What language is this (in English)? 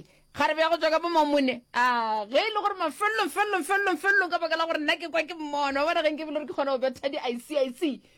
Northern Sotho